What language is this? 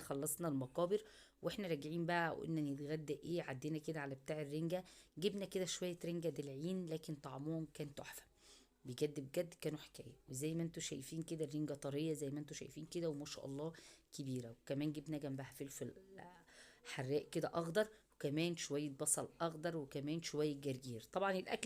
Egyptian Arabic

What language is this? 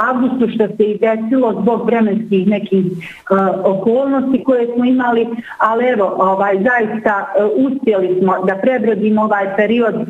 Bosnian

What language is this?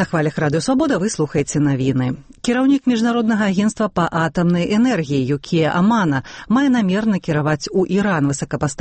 Belarusian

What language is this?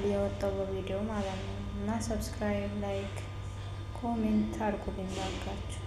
Amharic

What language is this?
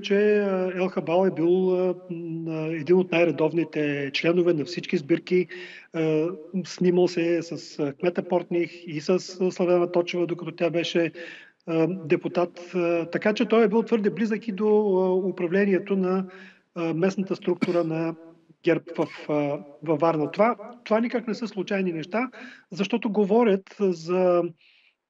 Bulgarian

